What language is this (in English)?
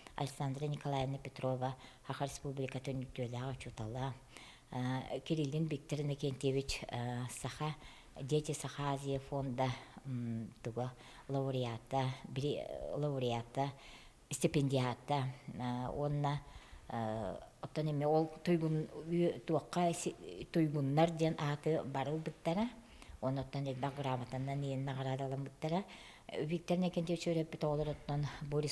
Yakut